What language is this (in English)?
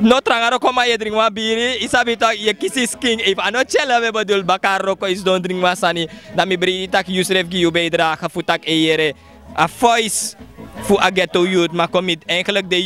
Sranan Tongo